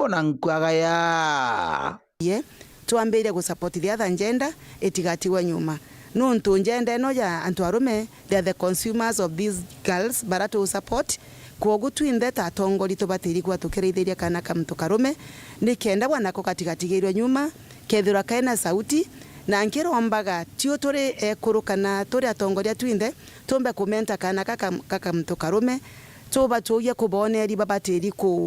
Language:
Meru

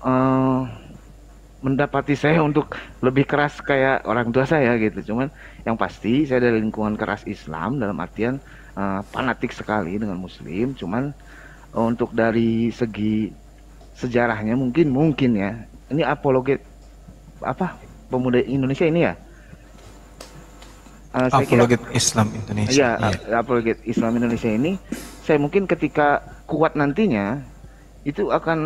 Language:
Indonesian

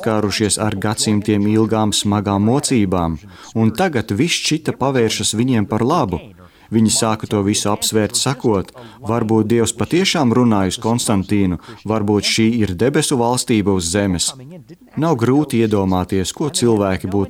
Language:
Latvian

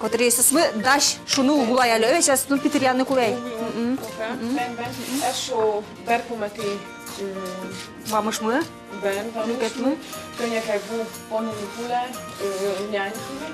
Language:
Udmurt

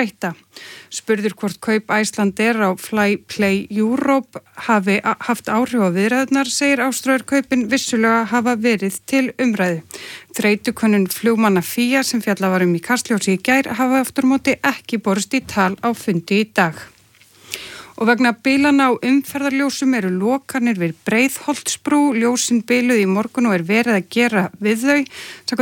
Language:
Icelandic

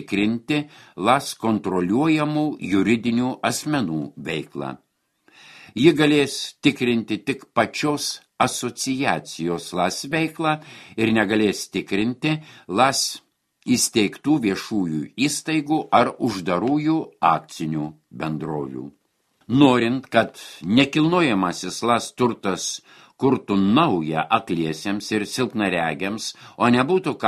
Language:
Lithuanian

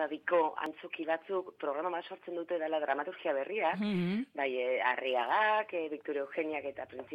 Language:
Basque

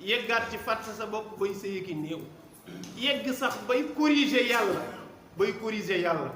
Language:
Wolof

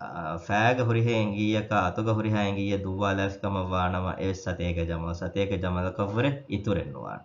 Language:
Divehi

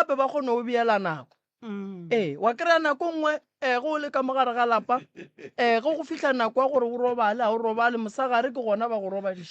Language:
Northern Sotho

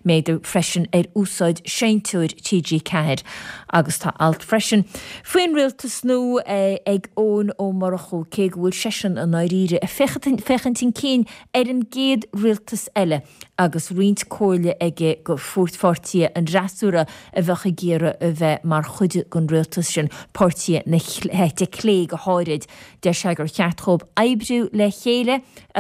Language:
Irish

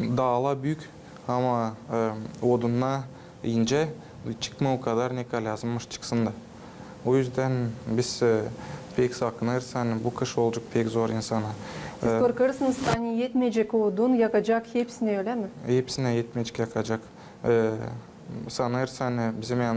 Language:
Gagauz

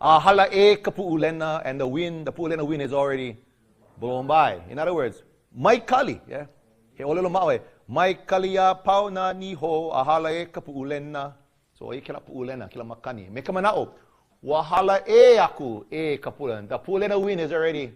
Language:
Hawaiian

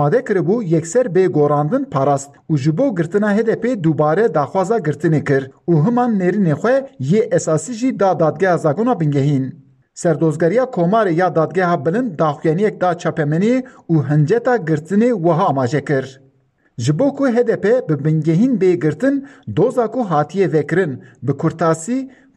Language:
Kurdish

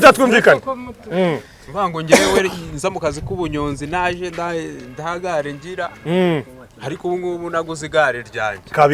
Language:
Kinyarwanda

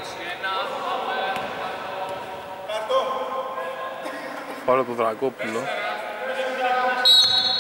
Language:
Greek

